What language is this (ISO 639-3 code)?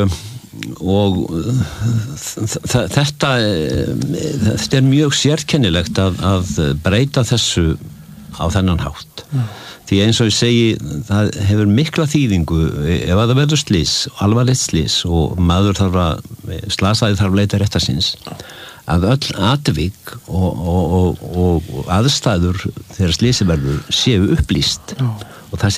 isl